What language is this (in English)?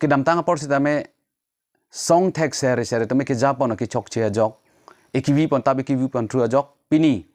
Karbi